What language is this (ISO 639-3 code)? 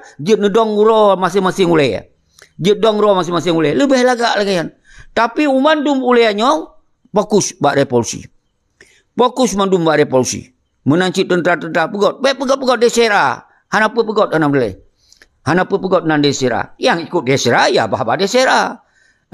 ace